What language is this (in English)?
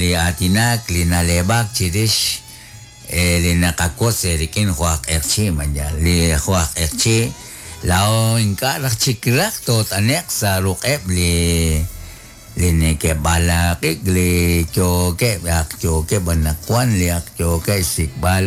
Kekchí